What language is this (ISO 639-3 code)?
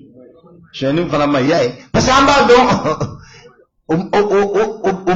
bam